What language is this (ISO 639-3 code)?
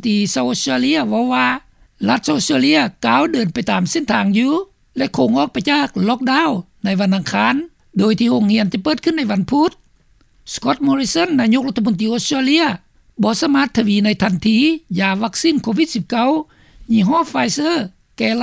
lao